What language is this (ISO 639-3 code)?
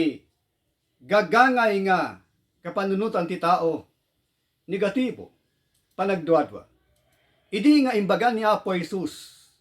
ilo